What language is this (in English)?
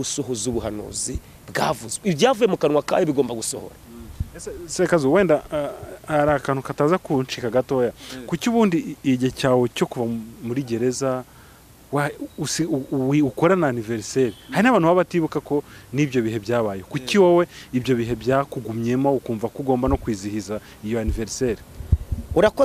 Kinyarwanda